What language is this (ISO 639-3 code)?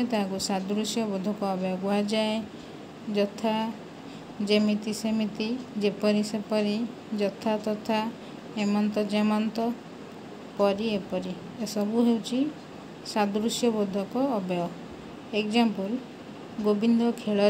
ori